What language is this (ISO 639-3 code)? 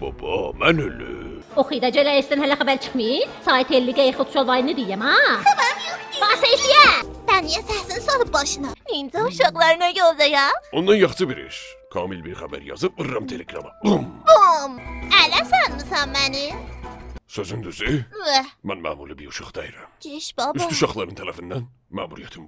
azb